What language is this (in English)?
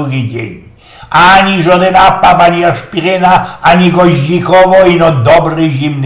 Silesian